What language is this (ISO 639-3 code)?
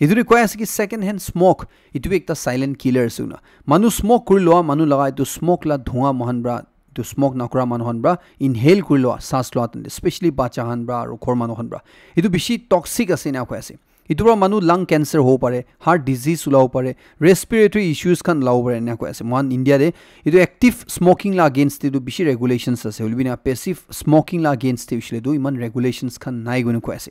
nag